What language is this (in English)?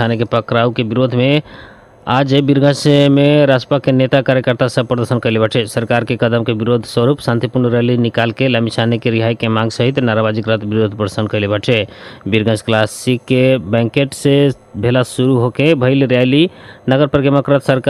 Bhojpuri